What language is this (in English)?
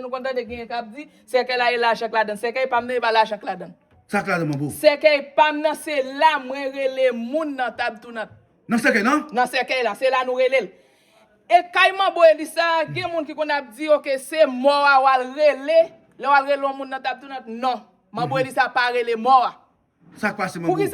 Haitian Creole